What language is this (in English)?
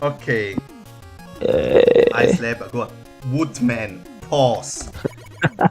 Swiss German